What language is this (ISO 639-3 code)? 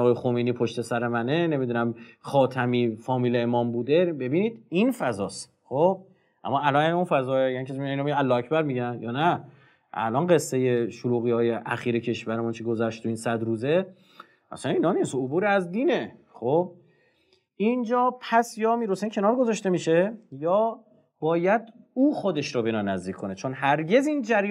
fas